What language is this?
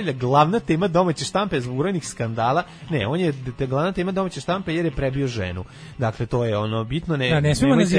Serbian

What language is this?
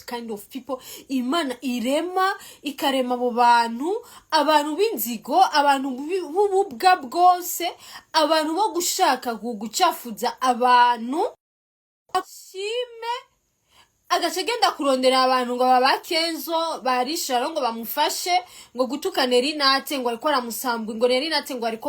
Rundi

